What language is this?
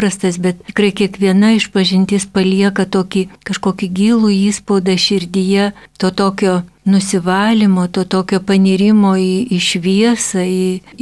Lithuanian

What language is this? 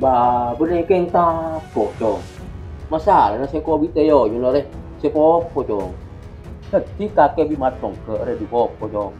Madurese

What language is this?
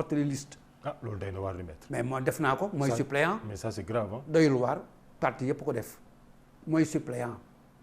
Wolof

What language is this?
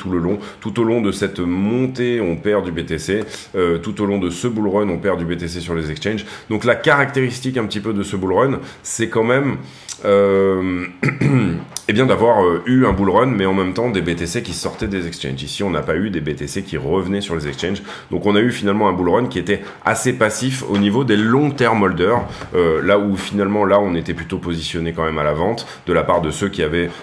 French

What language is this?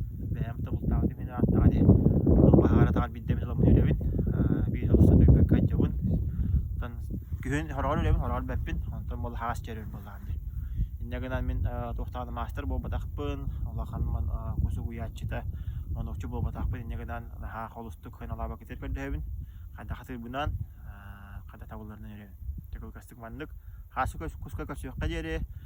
Yakut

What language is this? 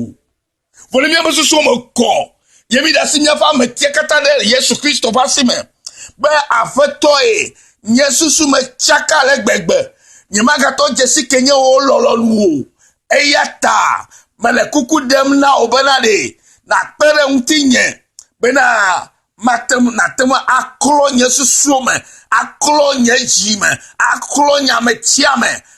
Ewe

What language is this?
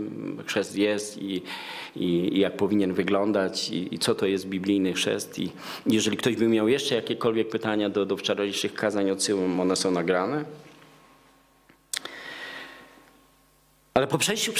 Polish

